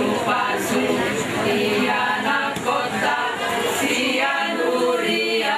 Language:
Batak Toba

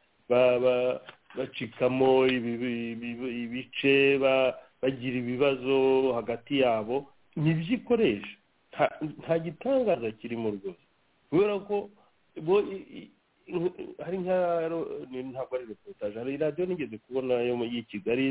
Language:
Kinyarwanda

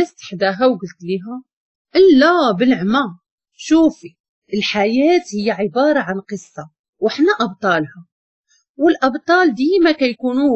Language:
Moroccan Arabic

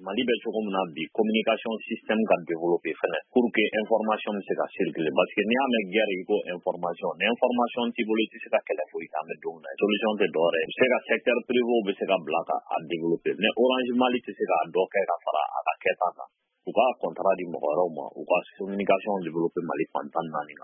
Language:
Bambara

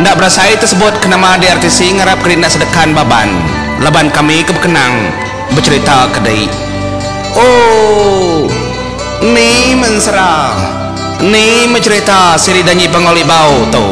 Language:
Iban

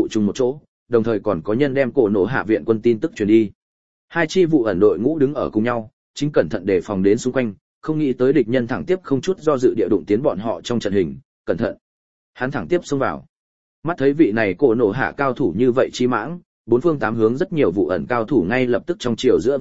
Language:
Vietnamese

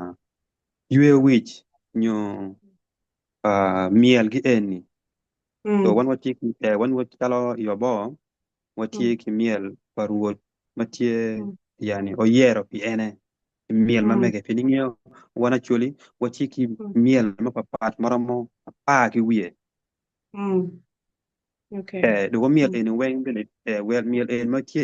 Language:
Acoli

